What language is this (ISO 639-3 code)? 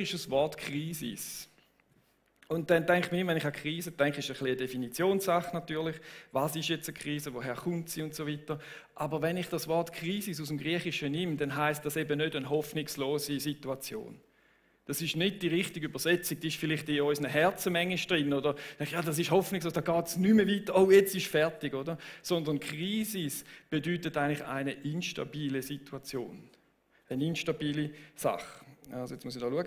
gsw